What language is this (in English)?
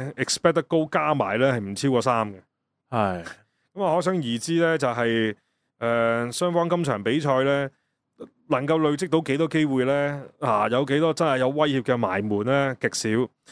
Cantonese